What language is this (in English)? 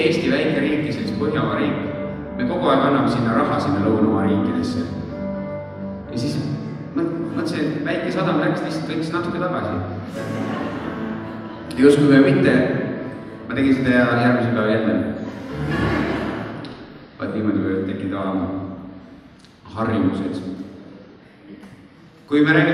Estonian